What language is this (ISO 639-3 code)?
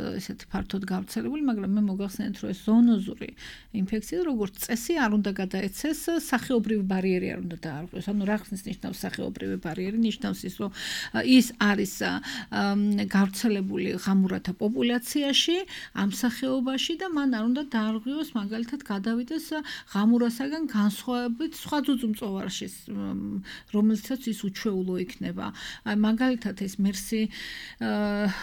kat